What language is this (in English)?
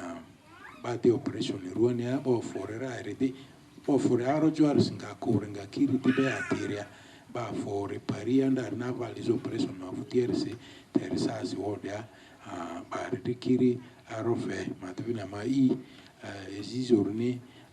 Lugbara